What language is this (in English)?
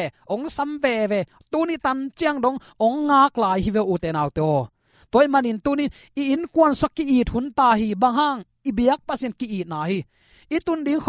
Tedim Chin